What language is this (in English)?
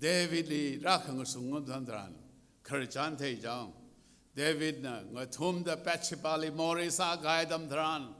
Tangkhul Naga (India)